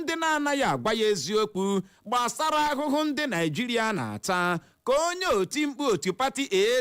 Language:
Igbo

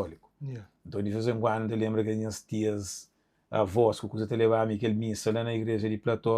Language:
Kabuverdianu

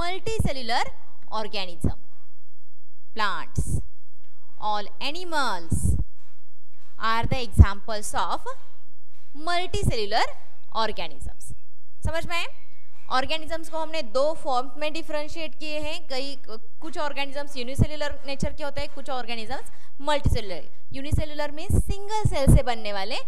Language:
Hindi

